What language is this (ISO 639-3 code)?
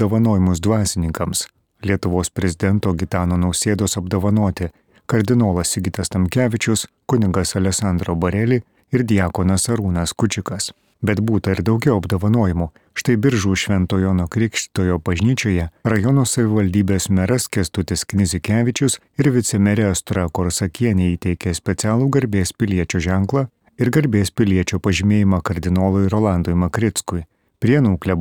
lit